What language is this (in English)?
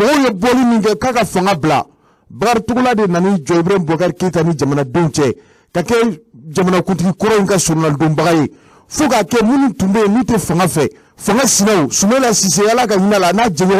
Bambara